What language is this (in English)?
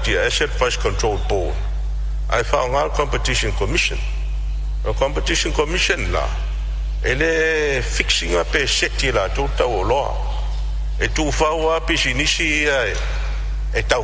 Samoan